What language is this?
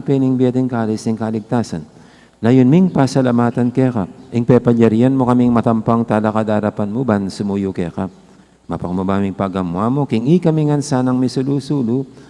Pampanga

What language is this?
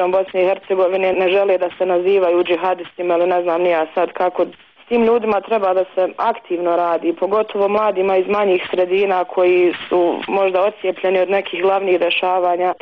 Bosnian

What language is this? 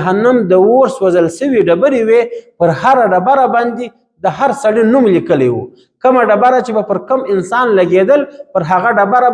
Pashto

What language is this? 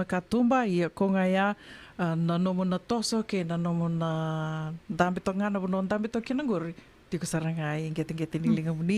Fijian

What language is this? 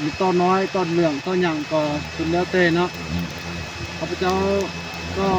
Lao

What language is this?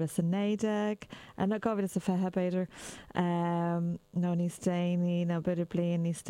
Irish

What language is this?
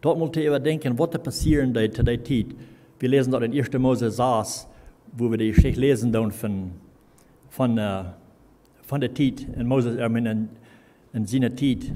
Plautdietsch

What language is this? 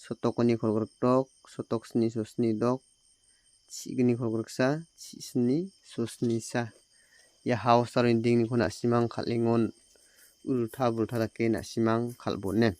Garo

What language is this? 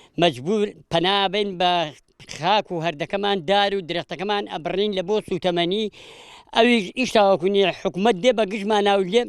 Central Kurdish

